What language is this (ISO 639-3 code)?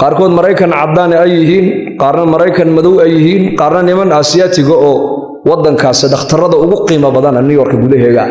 som